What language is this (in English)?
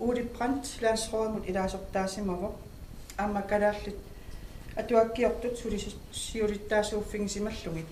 Kalaallisut